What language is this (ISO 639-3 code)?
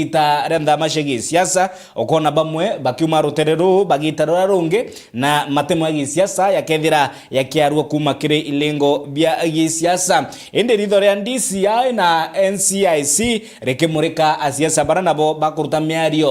mer